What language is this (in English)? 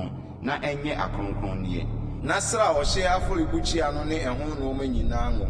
Akan